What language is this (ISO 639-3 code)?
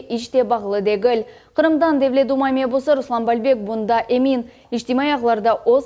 crh